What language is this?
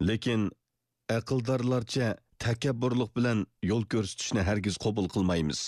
Uyghur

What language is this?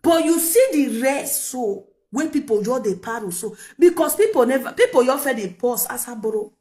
Nigerian Pidgin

